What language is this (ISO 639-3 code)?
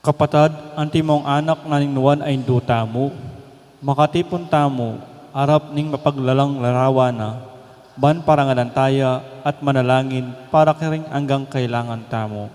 pam